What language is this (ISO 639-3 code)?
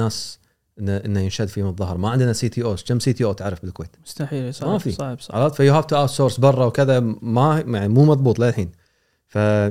afb